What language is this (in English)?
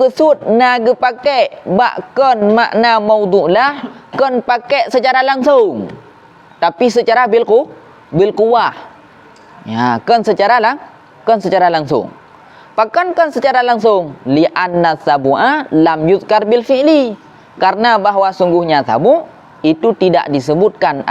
Achinese